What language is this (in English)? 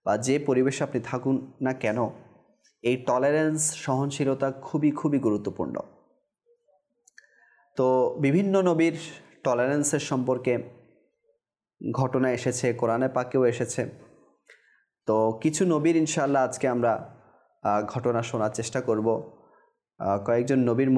Bangla